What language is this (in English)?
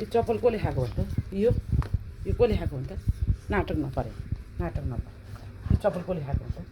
Nepali